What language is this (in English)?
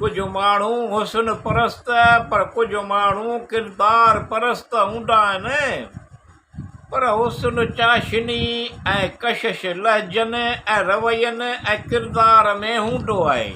Sindhi